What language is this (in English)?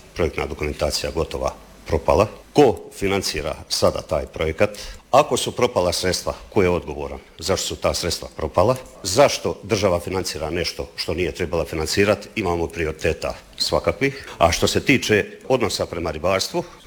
Croatian